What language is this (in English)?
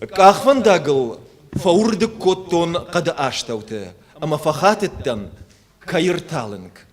Ossetic